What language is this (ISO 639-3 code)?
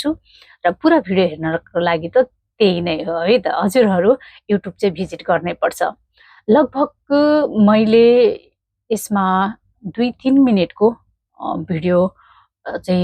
nep